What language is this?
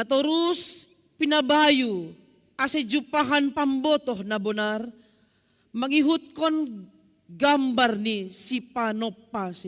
Batak Simalungun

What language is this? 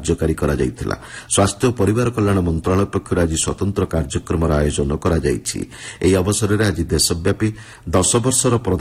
Odia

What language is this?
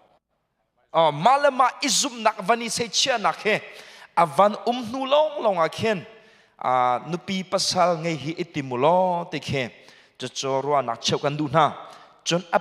Hakha Chin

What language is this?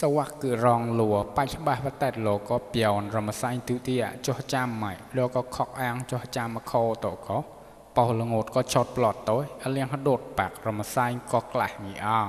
Mon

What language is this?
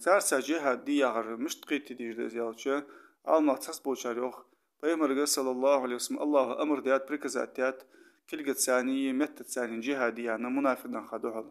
Ingush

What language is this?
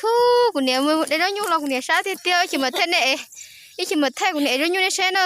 Hmong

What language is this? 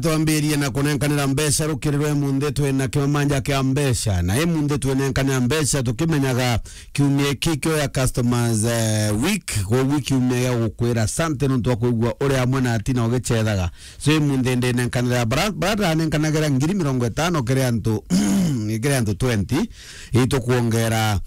Meru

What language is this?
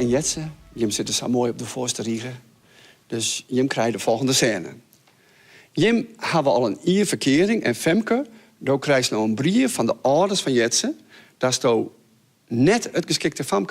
Western Frisian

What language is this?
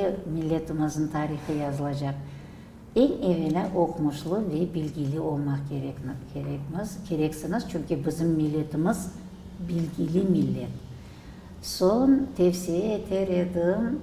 Crimean Tatar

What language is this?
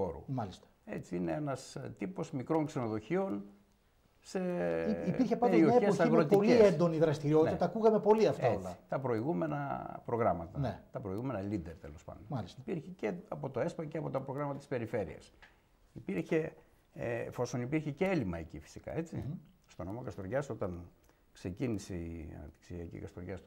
Greek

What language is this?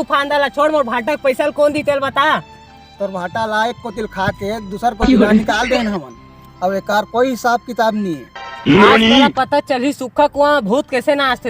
Chhattisgarhi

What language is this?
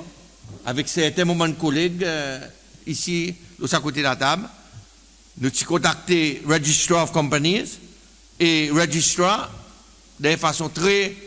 Seselwa Creole French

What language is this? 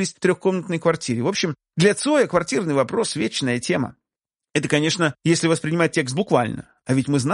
Russian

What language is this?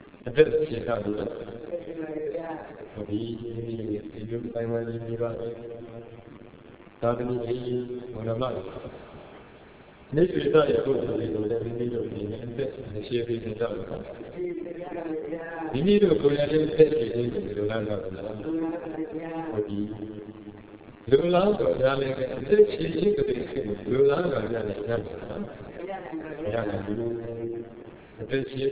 Burmese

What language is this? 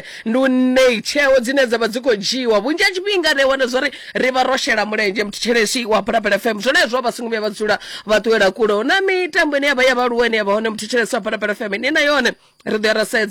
Venda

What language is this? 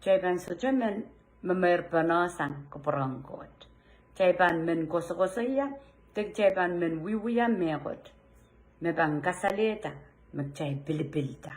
Pohnpeian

